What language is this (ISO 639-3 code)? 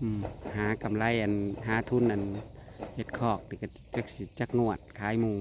tts